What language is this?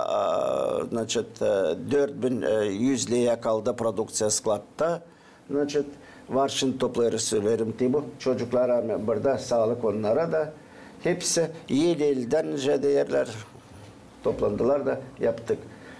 Gagauz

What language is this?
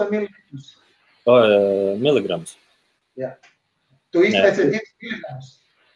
Latvian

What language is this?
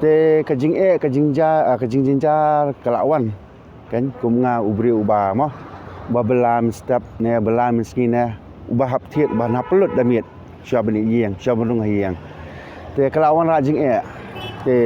Khasi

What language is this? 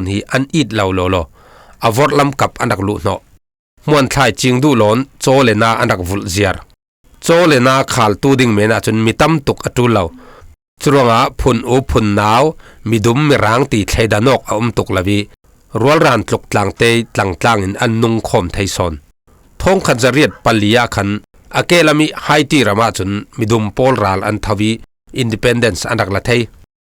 Falam Chin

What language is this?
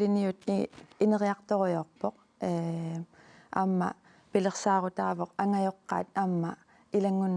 Kalaallisut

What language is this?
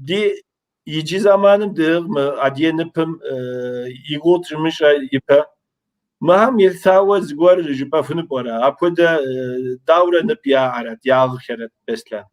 Kabardian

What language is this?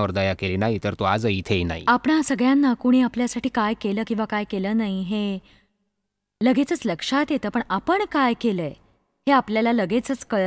Marathi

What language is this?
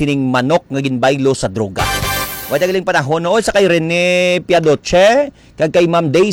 Hiligaynon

